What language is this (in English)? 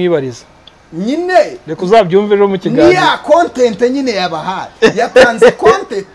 Kinyarwanda